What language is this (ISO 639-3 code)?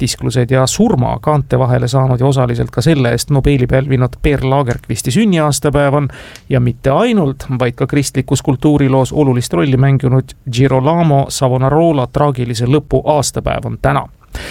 est